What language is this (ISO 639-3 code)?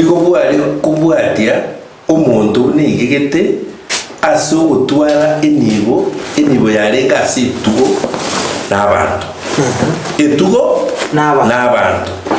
guz